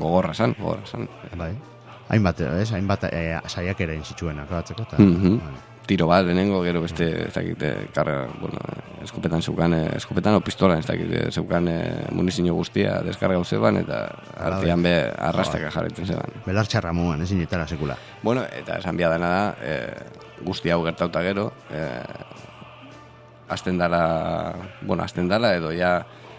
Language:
Basque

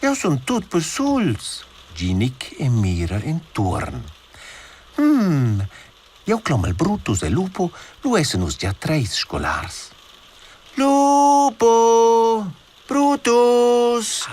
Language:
Romansh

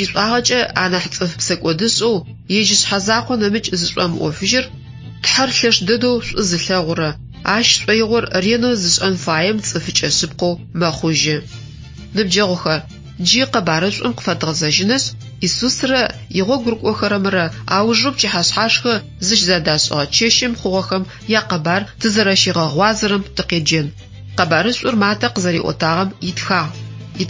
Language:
Adyghe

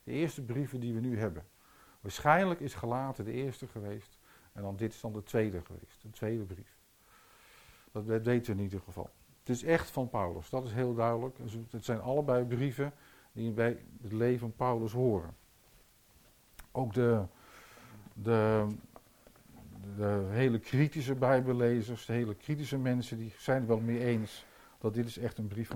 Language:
Dutch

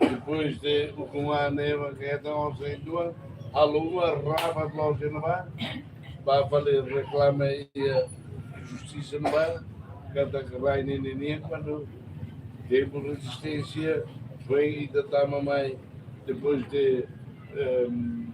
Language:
Tetum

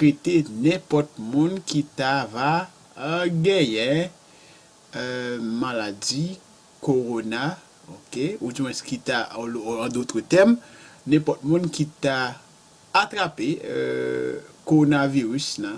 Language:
Haitian Creole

